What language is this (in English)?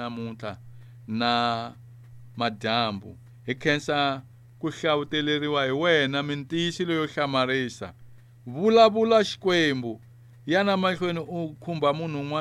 Tsonga